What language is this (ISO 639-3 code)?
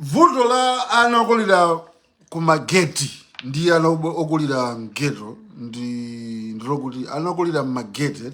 nya